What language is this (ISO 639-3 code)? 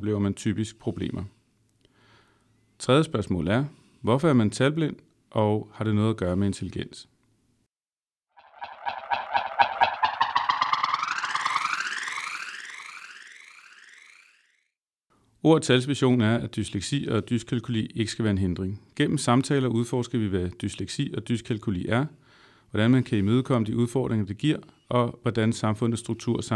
dan